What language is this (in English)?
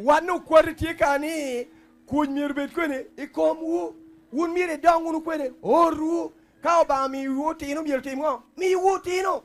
Lango (Uganda)